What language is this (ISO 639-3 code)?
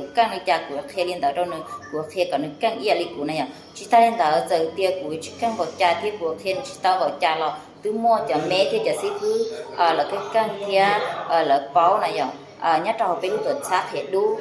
hmn